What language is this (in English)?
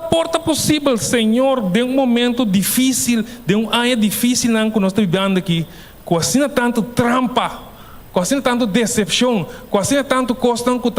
Papiamento